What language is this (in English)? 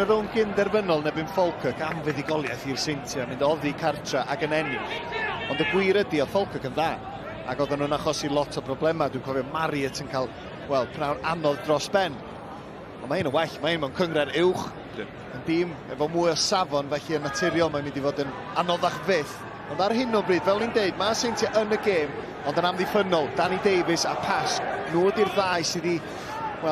Welsh